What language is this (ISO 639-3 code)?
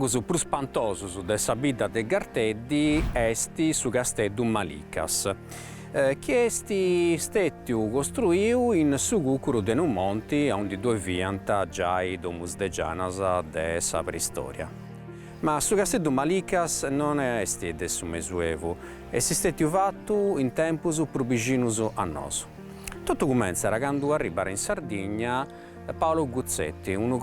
srd